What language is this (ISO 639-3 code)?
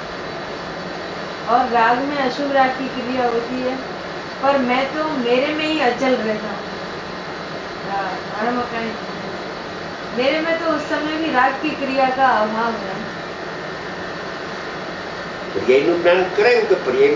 guj